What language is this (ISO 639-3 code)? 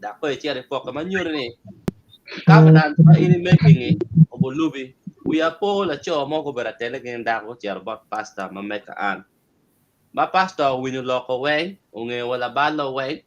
ach